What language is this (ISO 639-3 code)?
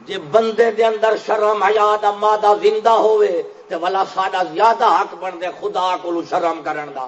skr